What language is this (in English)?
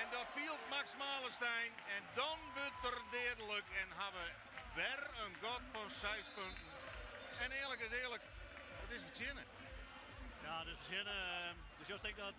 Western Frisian